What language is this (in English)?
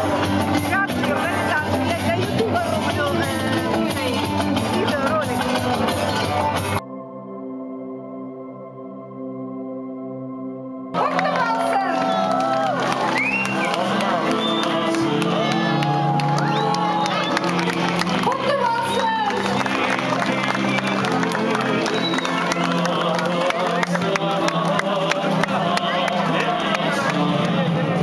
Kazakh